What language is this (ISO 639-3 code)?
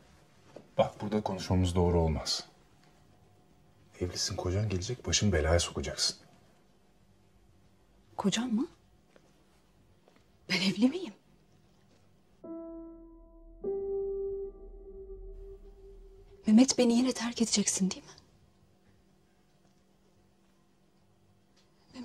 tur